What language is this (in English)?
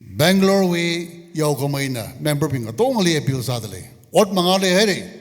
Tangkhul Naga (India)